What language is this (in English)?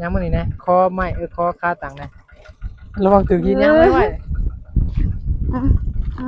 Northeastern Thai